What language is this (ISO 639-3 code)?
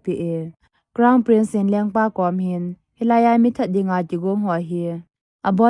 tcz